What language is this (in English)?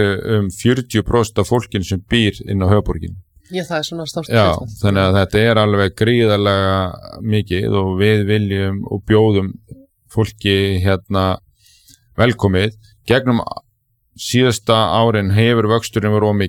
Icelandic